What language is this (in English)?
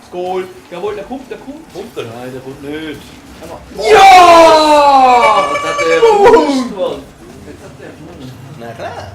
Swiss German